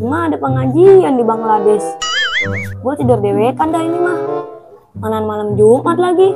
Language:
Betawi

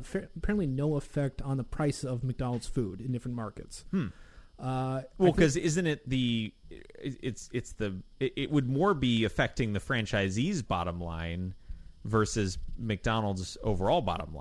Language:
English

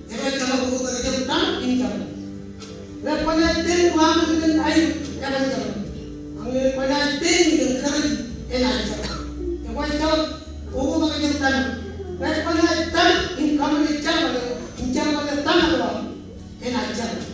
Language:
Marshallese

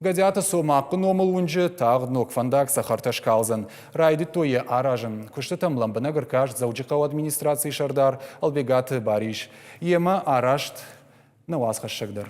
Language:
Ossetic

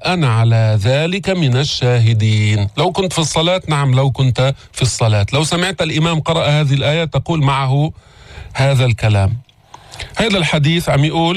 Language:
North Levantine Arabic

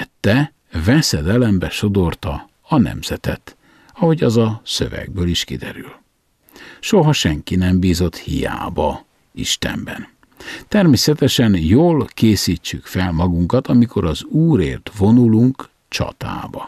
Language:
Hungarian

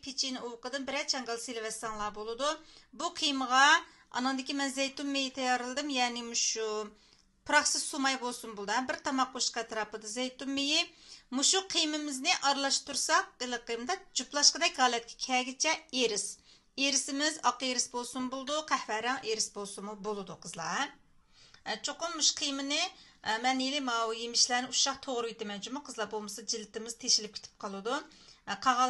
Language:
Uyghur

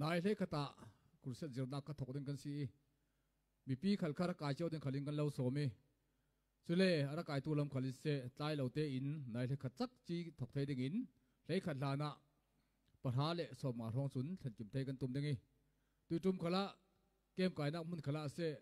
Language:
Falam Chin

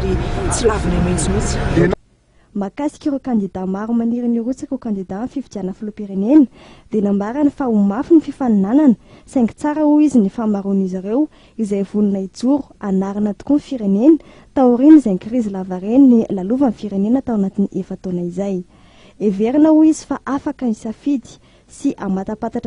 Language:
Malagasy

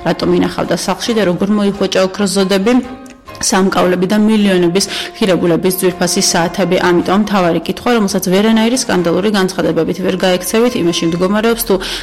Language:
Georgian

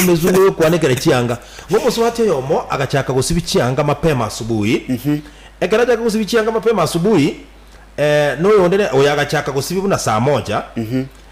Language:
Gusii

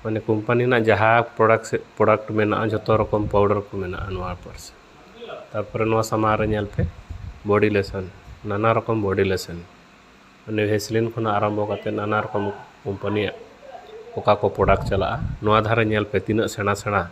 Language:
Santali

